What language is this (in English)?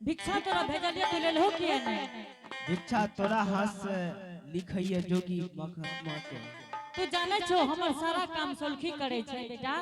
Angika